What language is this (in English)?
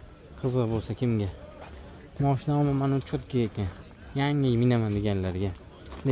Uzbek